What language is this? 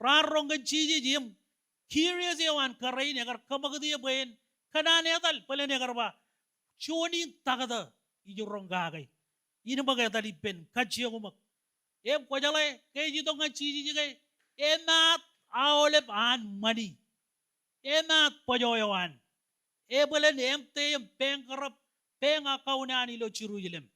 Marshallese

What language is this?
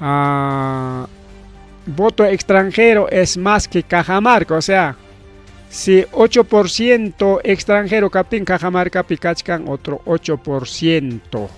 Ayacucho Quechua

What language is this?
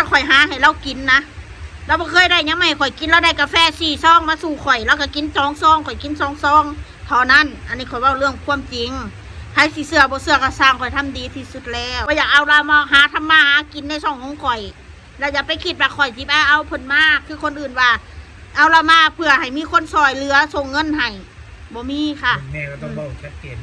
Northeastern Thai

